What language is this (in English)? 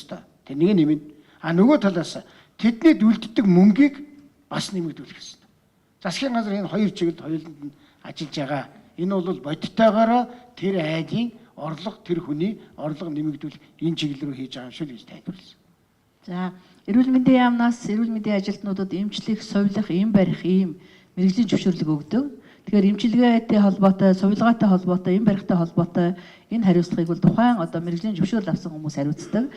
Mongolian